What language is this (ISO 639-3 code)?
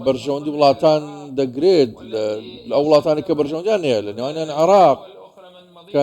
ckb